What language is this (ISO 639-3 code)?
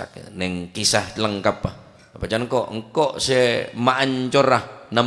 mad